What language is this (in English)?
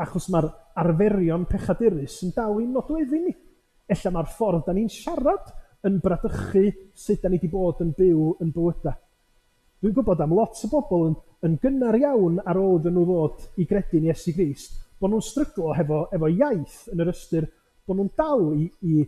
Welsh